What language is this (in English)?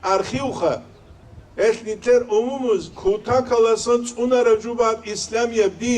Avaric